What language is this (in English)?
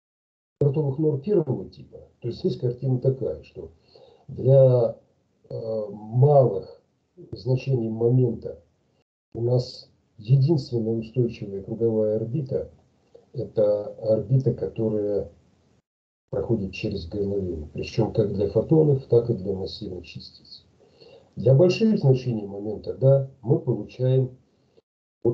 Russian